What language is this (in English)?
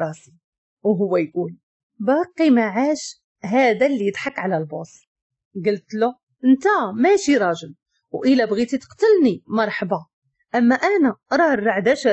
Moroccan Arabic